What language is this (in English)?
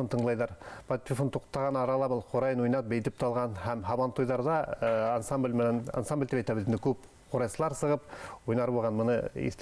Bashkir